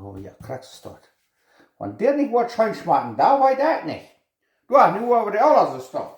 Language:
Plautdietsch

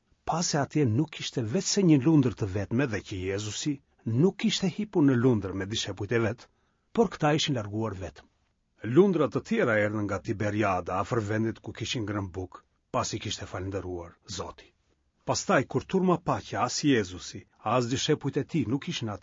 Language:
Albanian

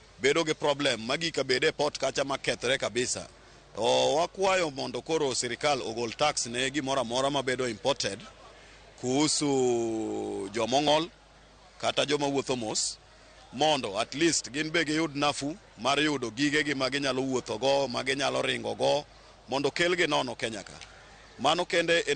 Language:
Luo (Kenya and Tanzania)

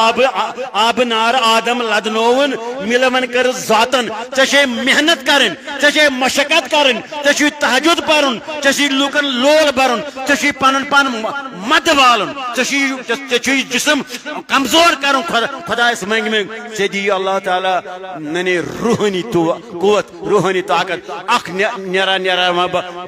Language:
Kashmiri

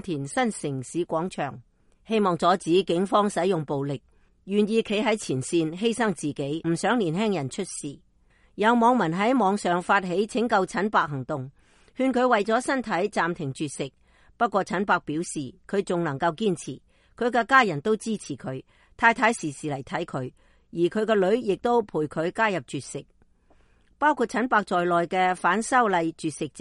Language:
Cantonese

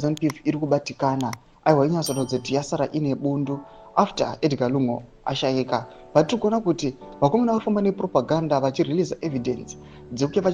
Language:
Shona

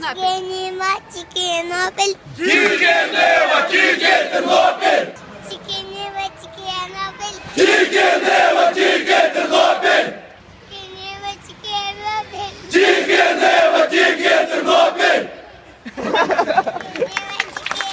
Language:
Māori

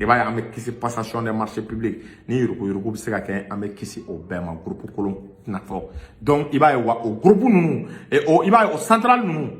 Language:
Bambara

